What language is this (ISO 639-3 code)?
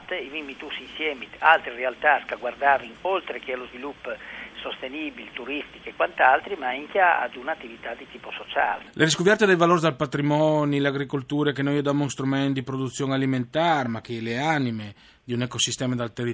fur